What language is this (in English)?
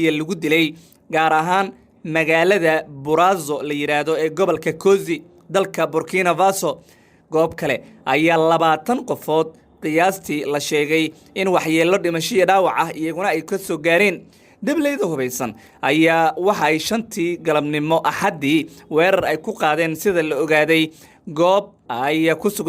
Somali